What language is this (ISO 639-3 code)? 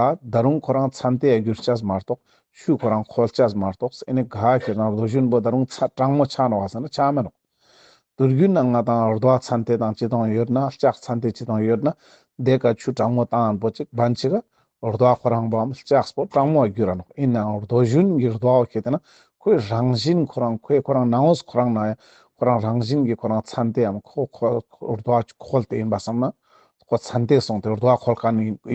lbj